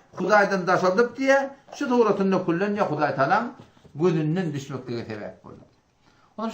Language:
Turkmen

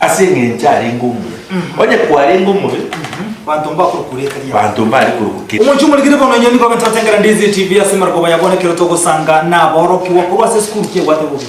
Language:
Gusii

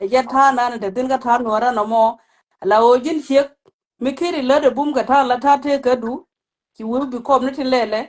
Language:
Nuer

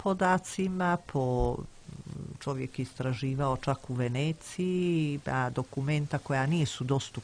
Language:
Serbian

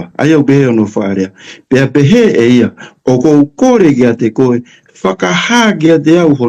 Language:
Tongan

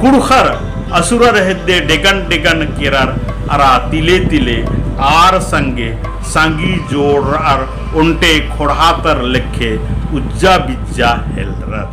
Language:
Kurukh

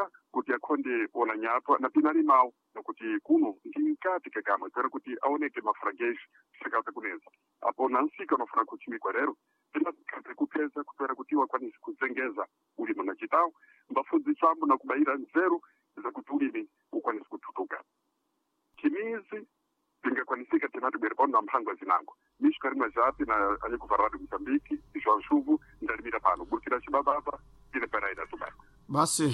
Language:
Sena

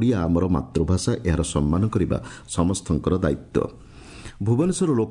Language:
Odia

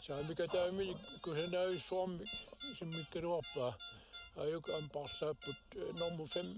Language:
Kalaallisut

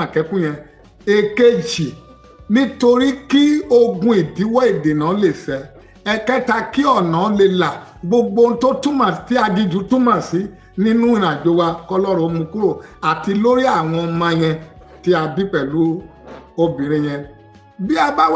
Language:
Yoruba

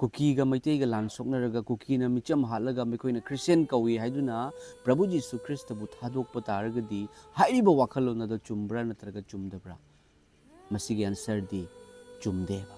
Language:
Manipuri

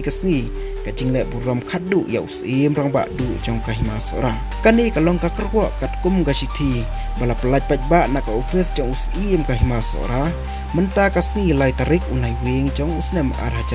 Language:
Khasi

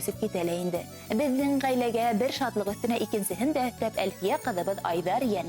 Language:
Bashkir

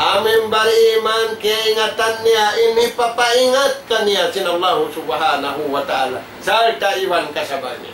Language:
Tausug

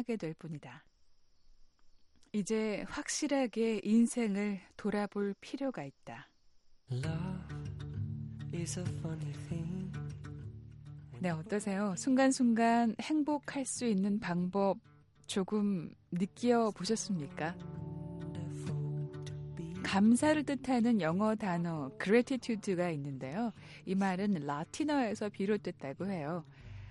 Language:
Korean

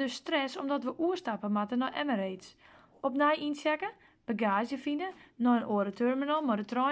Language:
Western Frisian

